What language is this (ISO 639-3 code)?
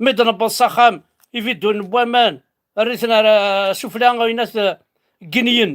kab